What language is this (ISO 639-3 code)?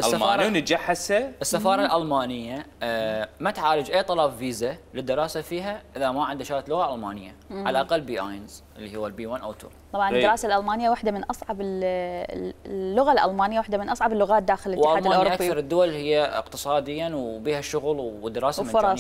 acm